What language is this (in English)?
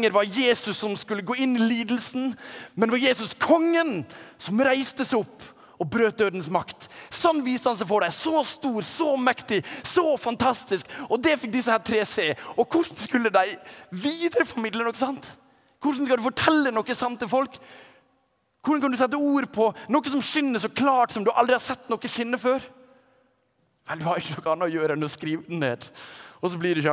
Norwegian